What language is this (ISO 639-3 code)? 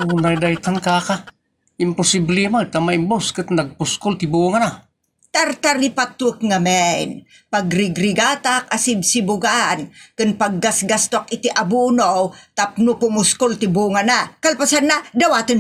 ilo